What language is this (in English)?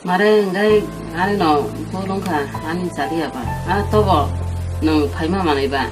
Kok Borok